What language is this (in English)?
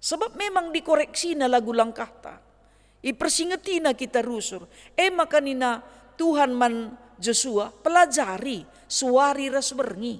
Batak Karo